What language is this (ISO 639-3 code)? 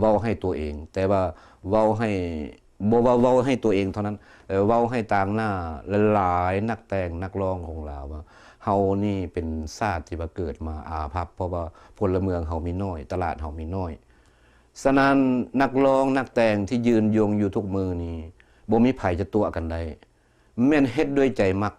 lao